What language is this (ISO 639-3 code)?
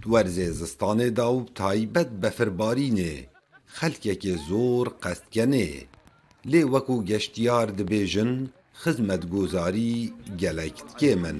kur